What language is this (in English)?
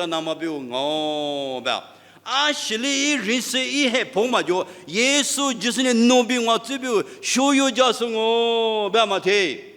Lisu